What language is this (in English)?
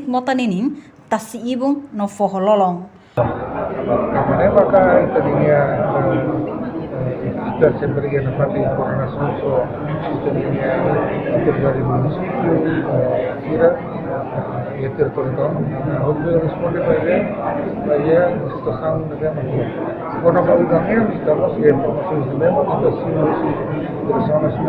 Tetum